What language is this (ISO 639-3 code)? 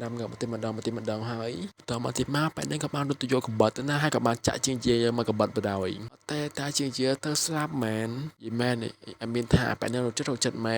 khm